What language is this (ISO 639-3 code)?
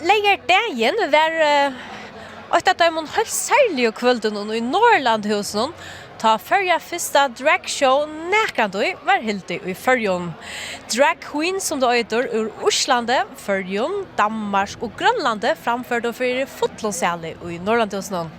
fao